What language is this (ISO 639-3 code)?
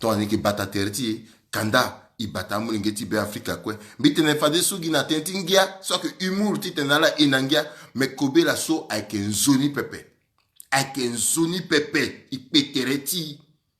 sag